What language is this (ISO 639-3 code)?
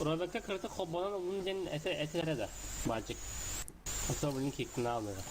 sah